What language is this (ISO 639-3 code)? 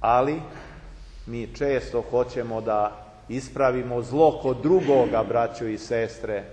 srp